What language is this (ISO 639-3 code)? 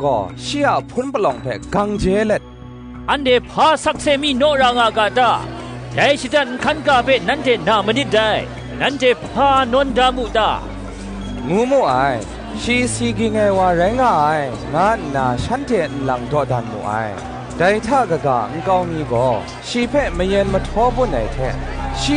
kac